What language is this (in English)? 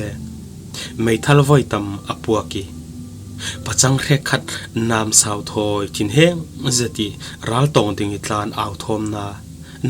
Falam Chin